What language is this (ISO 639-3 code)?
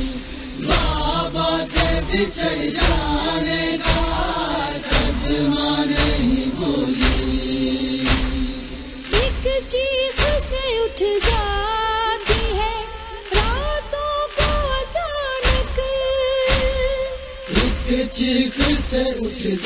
urd